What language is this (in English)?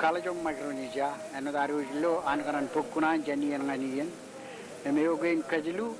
Marshallese